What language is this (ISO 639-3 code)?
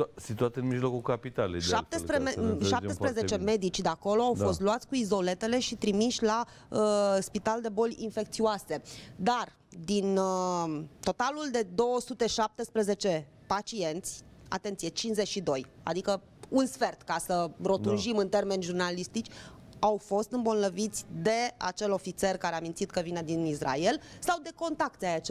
ron